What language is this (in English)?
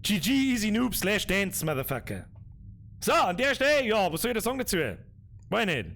Bavarian